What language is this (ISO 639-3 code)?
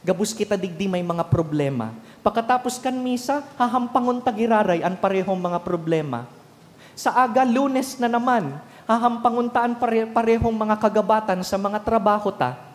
bik